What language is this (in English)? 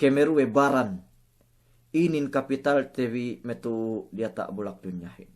Yakan